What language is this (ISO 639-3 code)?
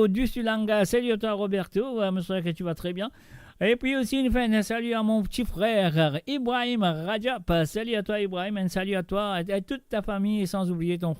mfe